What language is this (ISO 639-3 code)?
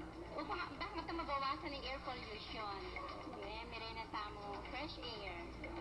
pam